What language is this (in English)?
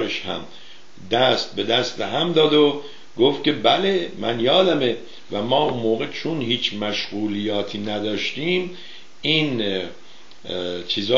Persian